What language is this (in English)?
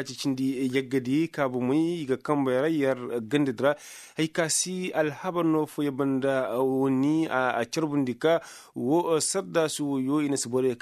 Koyraboro Senni